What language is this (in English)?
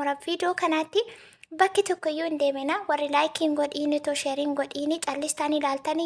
Oromo